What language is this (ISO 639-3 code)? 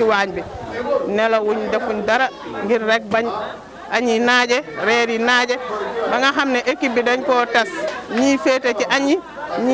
wol